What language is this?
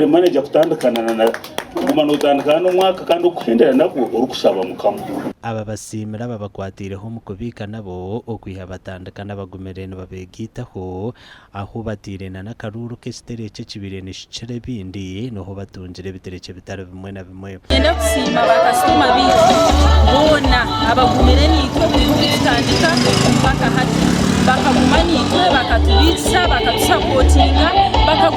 Nyankole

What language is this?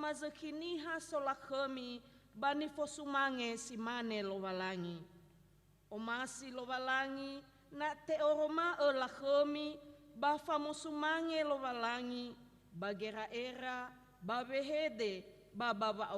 Nias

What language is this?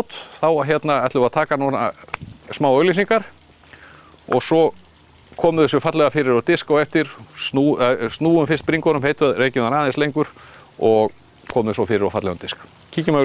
Icelandic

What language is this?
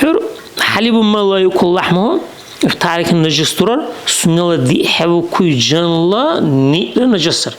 Dargwa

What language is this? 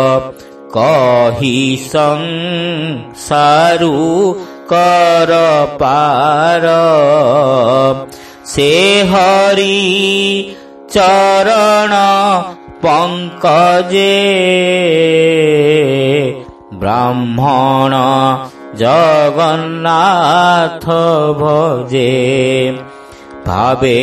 Odia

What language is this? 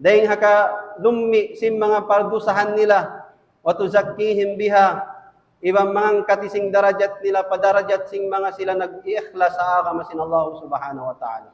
Tausug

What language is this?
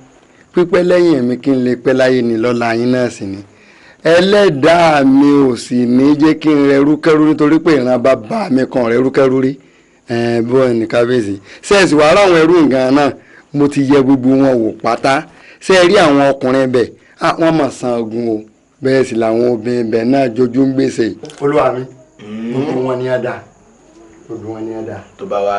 Yoruba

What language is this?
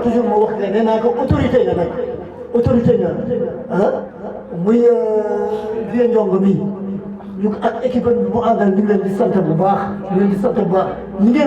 Wolof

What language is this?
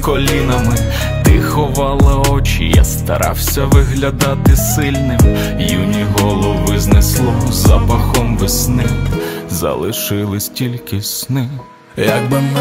Ukrainian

